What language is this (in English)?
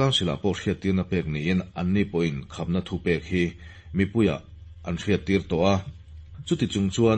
Mizo